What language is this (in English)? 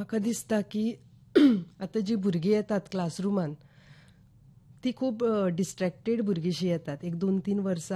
Konkani